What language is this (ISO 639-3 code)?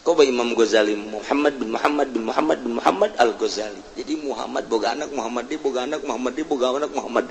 sun